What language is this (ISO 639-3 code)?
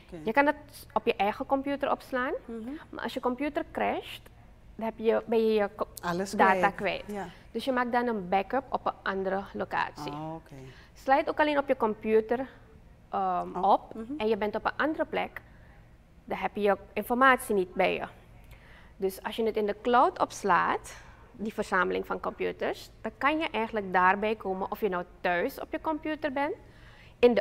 nld